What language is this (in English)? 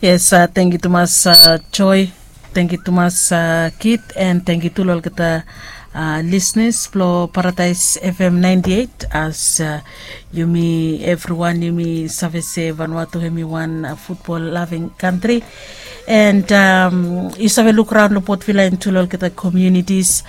Bislama